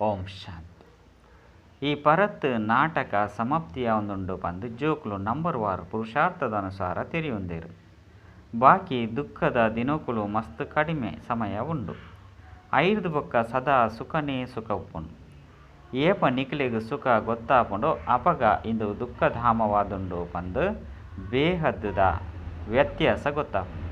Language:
Tulu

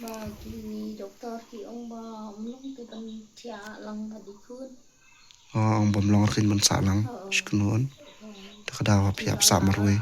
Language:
Khasi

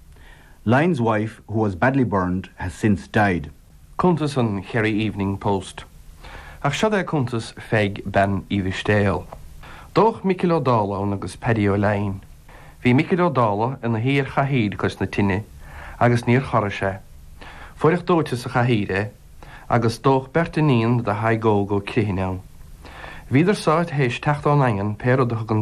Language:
Irish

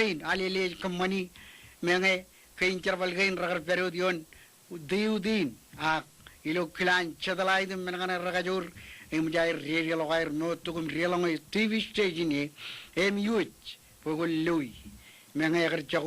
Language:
Marshallese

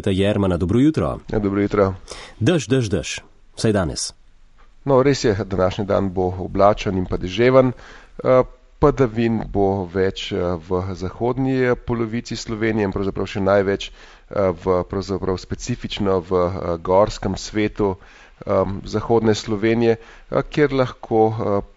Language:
Slovenian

